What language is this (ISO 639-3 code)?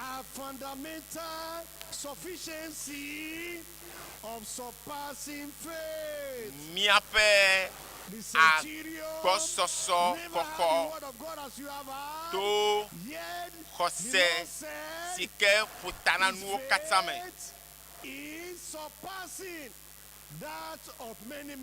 ewe